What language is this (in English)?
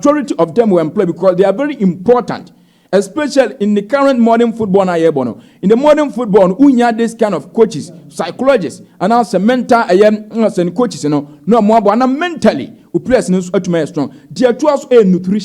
Akan